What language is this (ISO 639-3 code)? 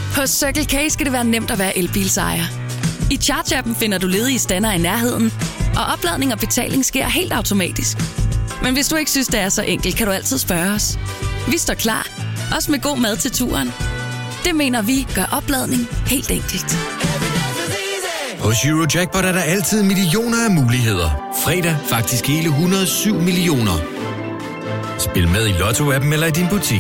dan